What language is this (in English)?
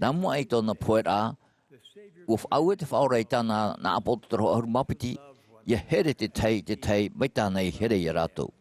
Tahitian